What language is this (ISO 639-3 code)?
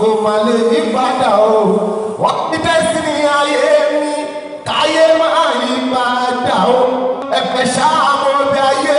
yor